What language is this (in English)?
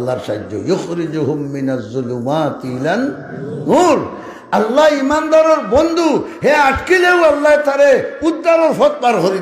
Sylheti